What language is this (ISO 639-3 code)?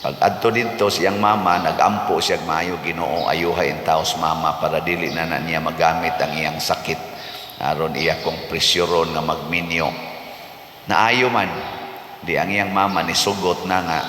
ceb